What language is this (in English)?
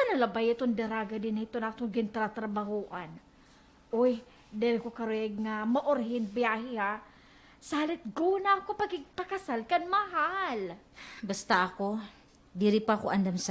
Waray